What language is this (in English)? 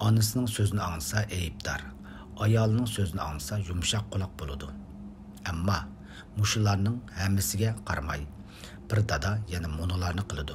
Uyghur